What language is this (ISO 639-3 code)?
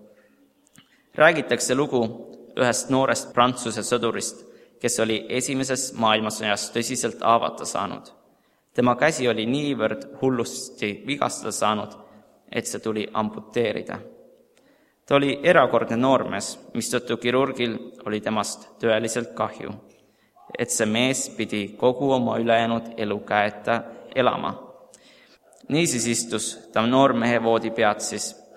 est